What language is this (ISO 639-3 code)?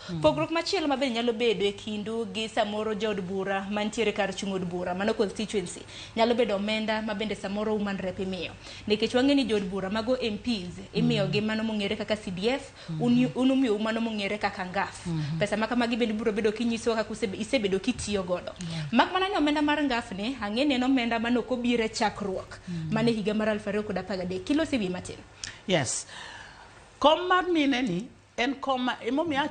luo